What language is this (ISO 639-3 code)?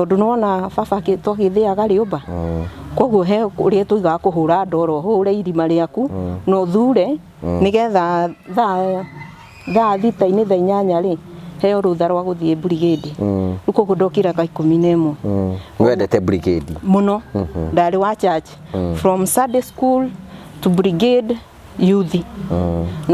kik